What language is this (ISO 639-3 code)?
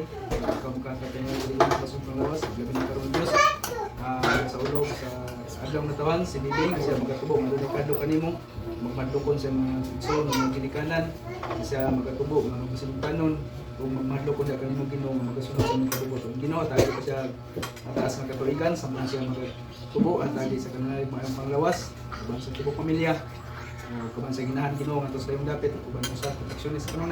ceb